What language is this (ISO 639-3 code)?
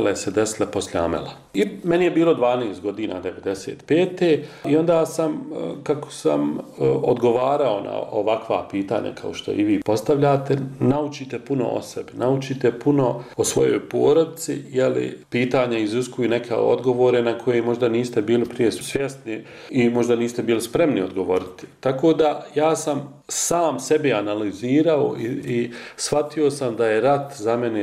bos